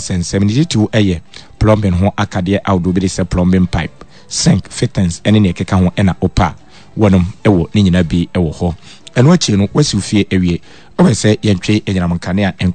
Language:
Akan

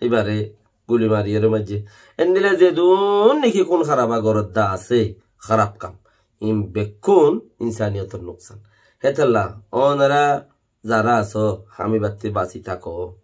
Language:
Rohingya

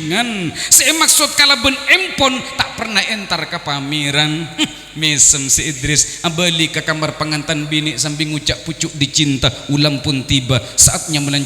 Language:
Madurese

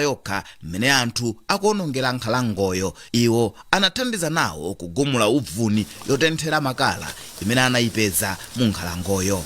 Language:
Nyanja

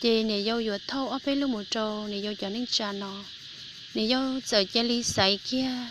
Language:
Hmong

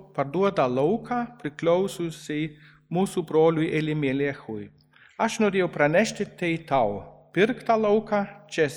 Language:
Lithuanian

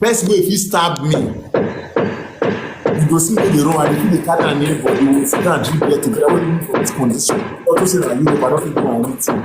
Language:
Nigerian Pidgin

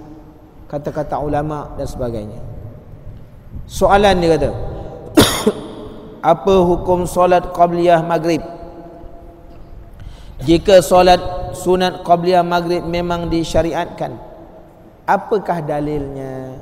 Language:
Malay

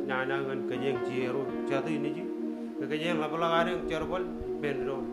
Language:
Marshallese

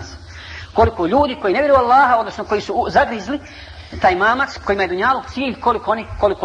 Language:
Bosnian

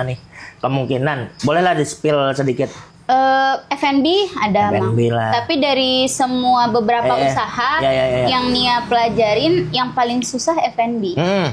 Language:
Banjar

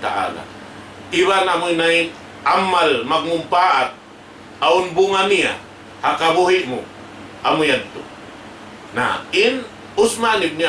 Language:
Tausug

